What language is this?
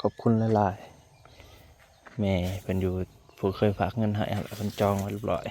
Northeastern Thai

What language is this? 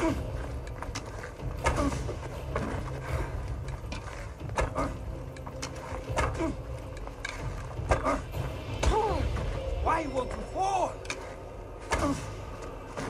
English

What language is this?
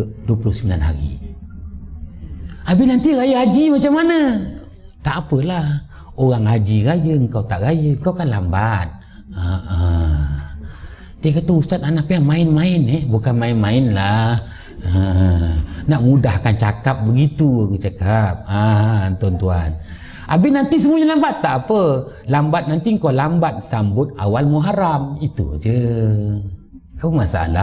Malay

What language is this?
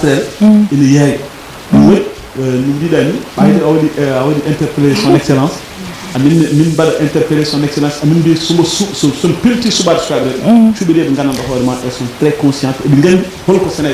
Fula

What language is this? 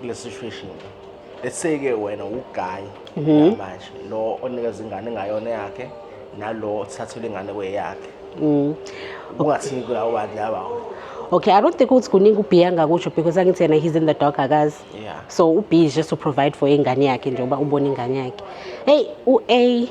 Zulu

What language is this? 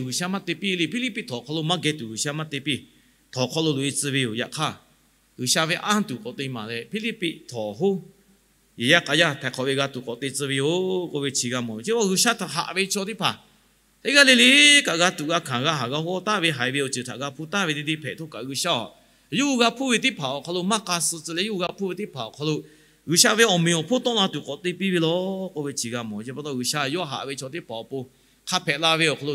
Lahu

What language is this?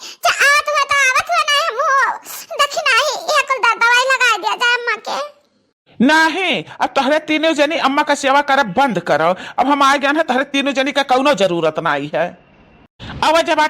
Awadhi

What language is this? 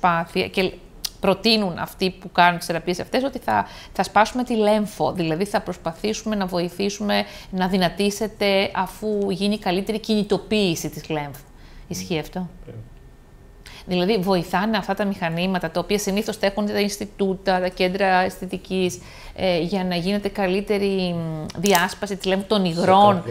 Greek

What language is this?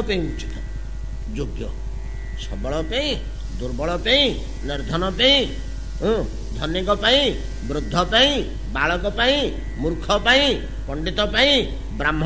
Odia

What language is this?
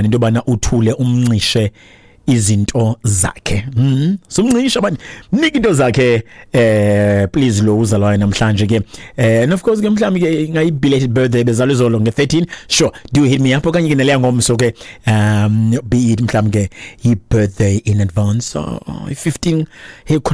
Xhosa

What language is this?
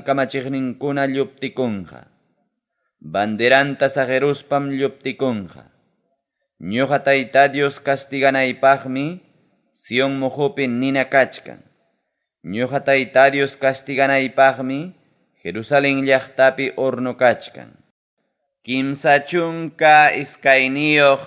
Ayacucho Quechua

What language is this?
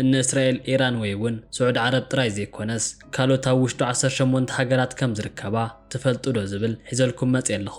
Tigrinya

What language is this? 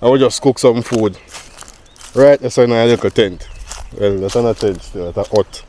Jamaican Creole English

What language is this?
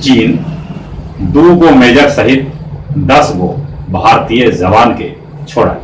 Magahi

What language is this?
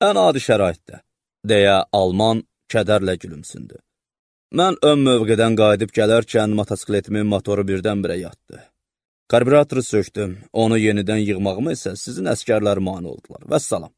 Azerbaijani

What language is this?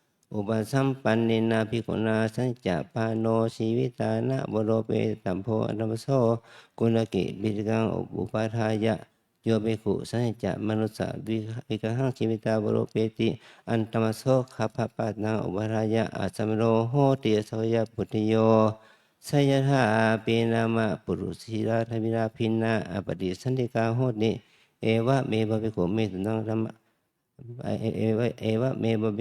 Pali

